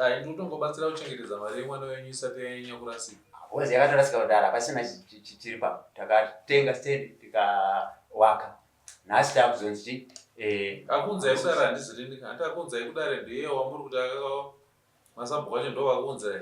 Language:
Shona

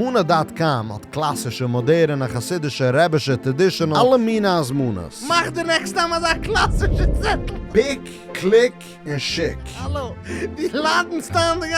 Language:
Yiddish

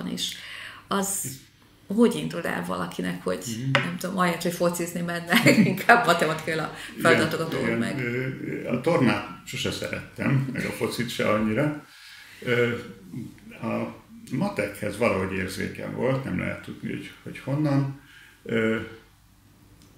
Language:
Hungarian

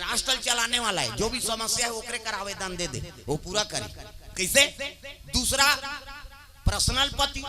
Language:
Chhattisgarhi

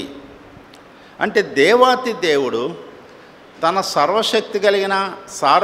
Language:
Telugu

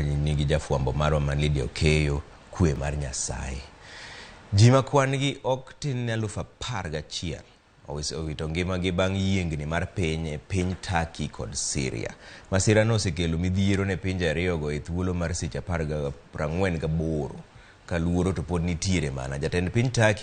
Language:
Luo (Kenya and Tanzania)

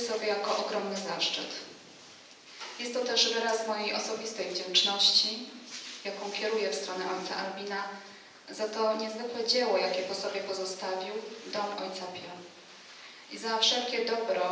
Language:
Polish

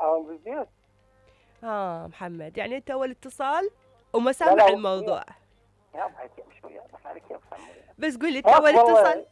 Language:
Mesopotamian Arabic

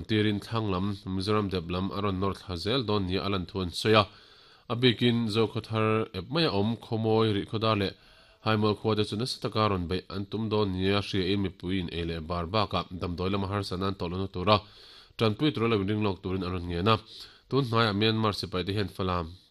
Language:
Mizo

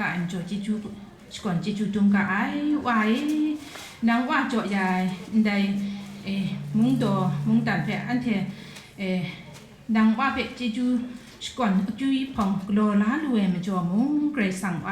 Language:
Kachin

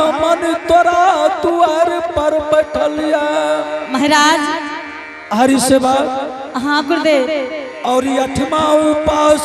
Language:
Angika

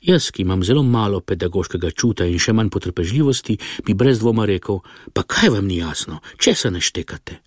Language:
Slovenian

